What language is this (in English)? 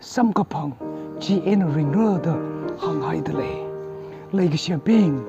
Tangkhul Naga (India)